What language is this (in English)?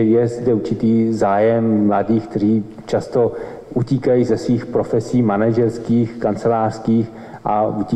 Czech